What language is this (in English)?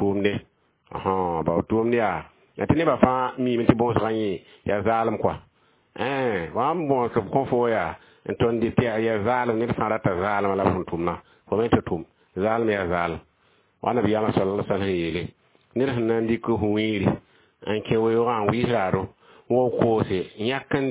Mossi